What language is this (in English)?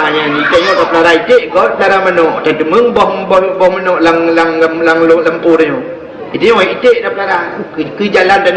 Achinese